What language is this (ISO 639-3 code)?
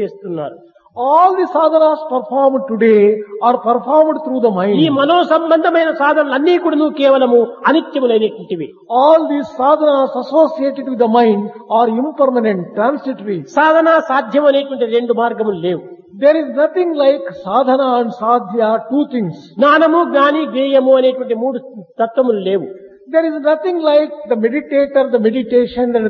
tel